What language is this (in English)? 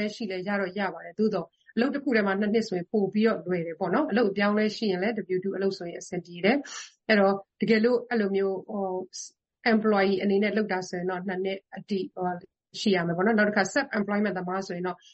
Burmese